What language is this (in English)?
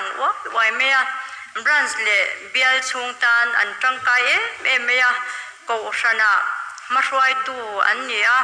Mizo